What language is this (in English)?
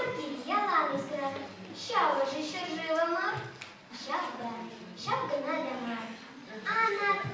Chuvash